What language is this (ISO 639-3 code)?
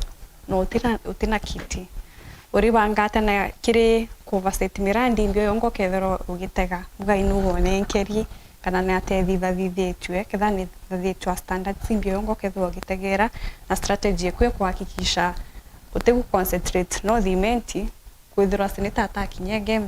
mer